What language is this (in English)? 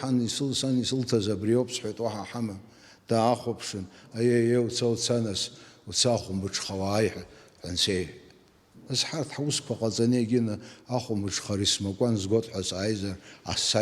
Abkhazian